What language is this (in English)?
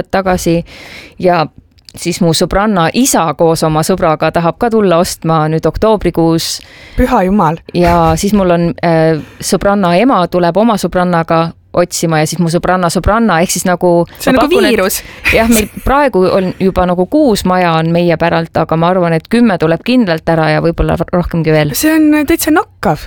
Estonian